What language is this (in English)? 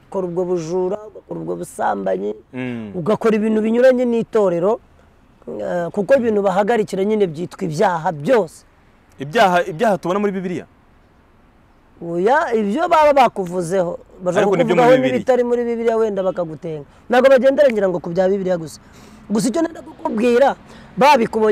Kinyarwanda